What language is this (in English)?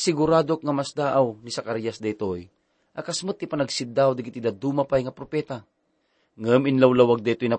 Iloko